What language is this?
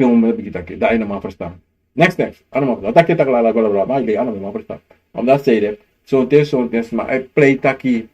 Sranan Tongo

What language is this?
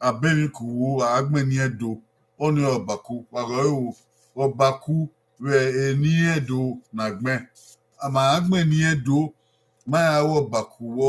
Bini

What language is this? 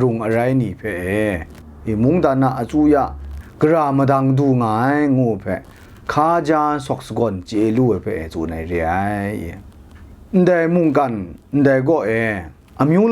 Kachin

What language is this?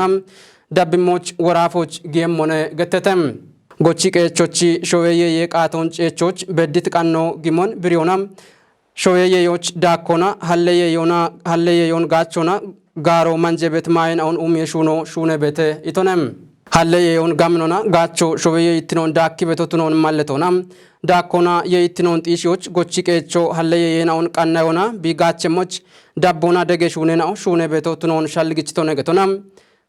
Kafa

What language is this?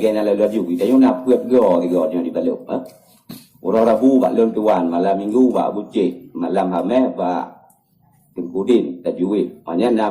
Achinese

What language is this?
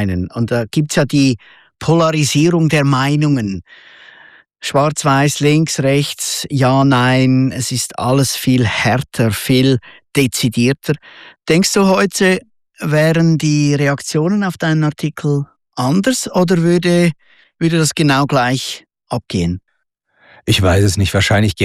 German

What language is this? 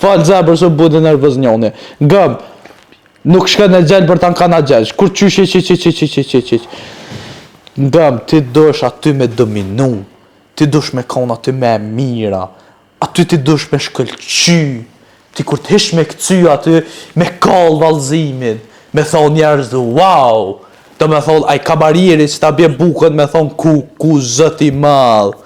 Albanian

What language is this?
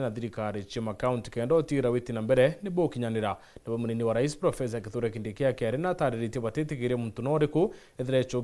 Meru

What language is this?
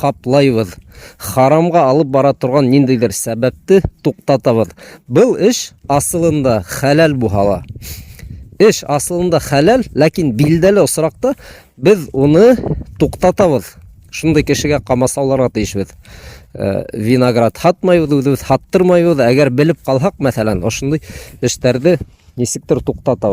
Bashkir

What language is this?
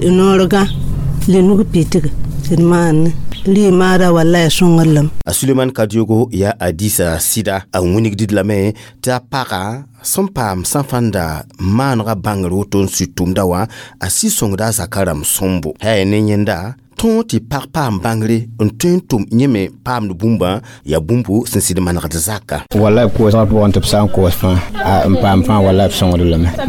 Mossi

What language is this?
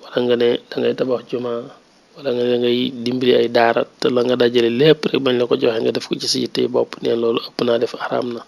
Wolof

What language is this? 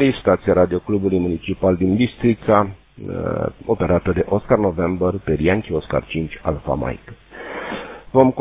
Romanian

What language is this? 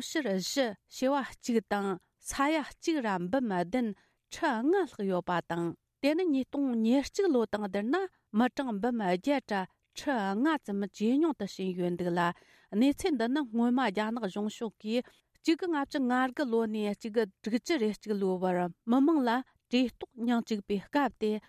Tibetan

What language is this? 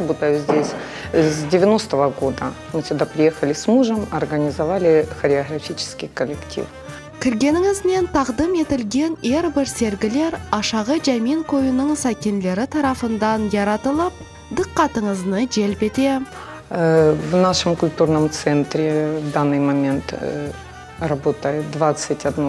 Crimean Tatar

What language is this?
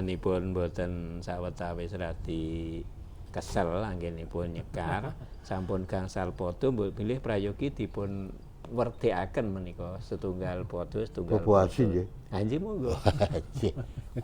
Javanese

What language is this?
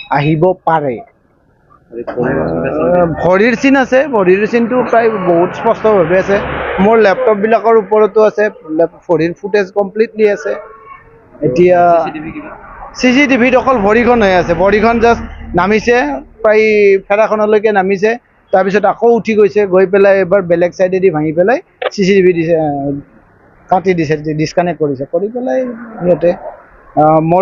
Assamese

